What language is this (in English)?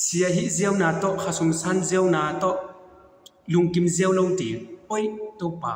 Tedim Chin